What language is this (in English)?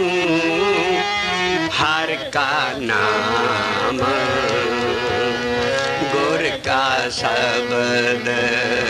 Punjabi